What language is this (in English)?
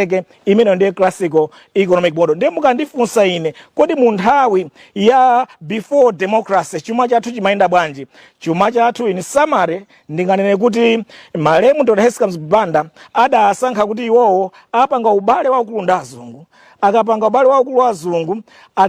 Nyanja